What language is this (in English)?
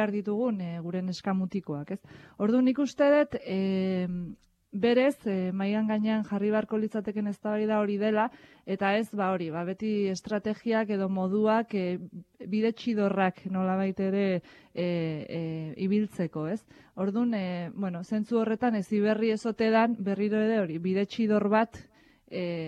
Basque